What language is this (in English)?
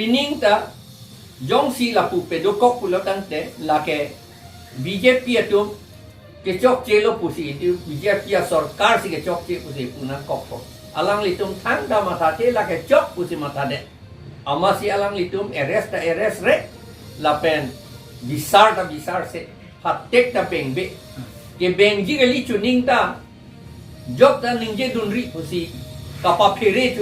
Karbi